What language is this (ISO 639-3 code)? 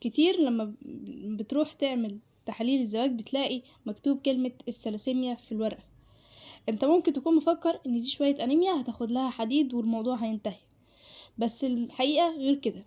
arz